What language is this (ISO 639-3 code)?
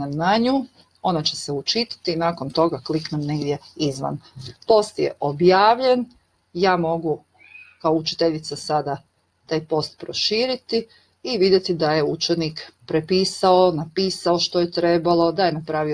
hrv